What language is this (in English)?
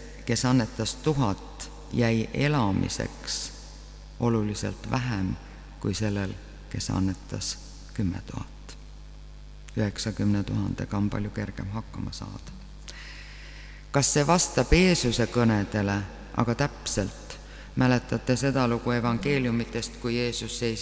Estonian